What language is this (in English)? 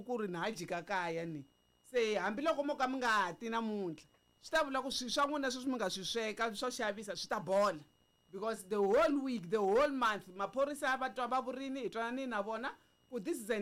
Tsonga